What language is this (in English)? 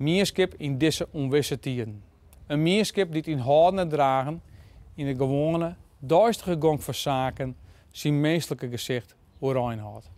Western Frisian